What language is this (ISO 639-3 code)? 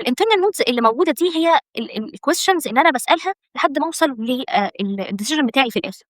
arz